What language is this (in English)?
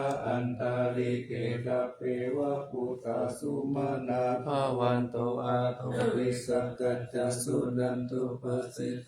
Pali